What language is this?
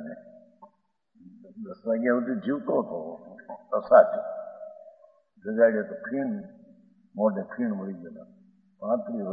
Gujarati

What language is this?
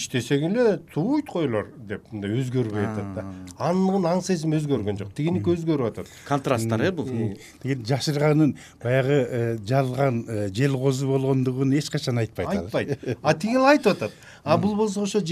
Kyrgyz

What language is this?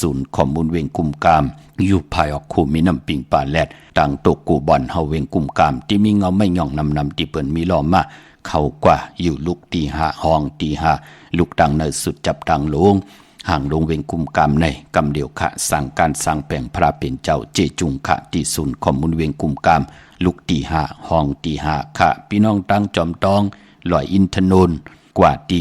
Shan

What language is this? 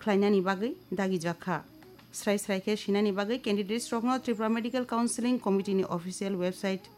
Kok Borok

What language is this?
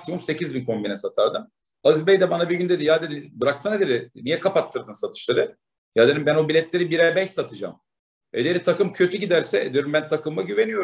Turkish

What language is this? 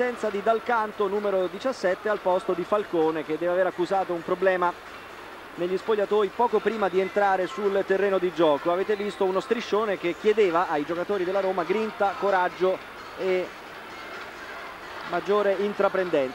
Italian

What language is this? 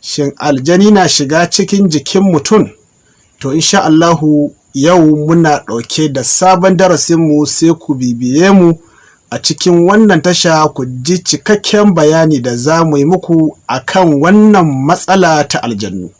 Hausa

